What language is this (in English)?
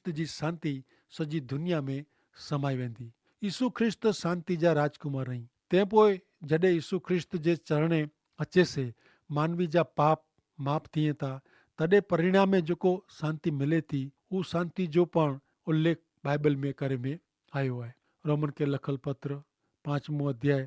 Kachhi